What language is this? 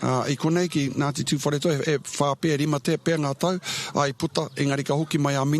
Māori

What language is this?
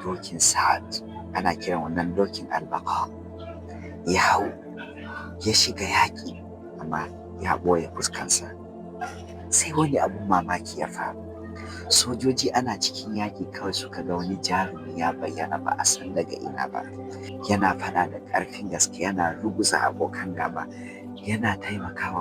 Hausa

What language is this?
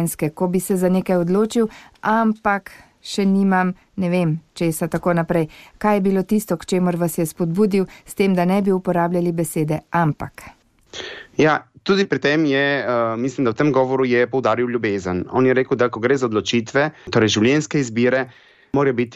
Slovenian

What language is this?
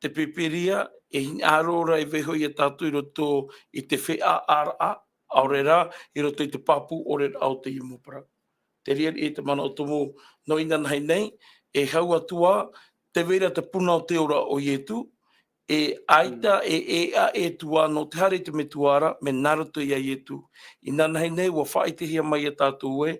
Tahitian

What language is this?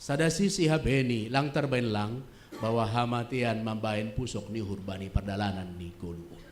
Batak Simalungun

